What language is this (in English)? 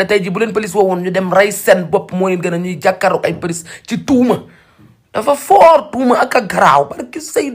Wolof